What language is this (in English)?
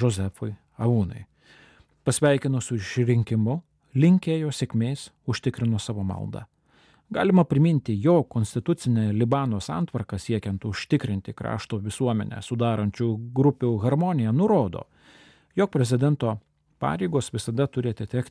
Lithuanian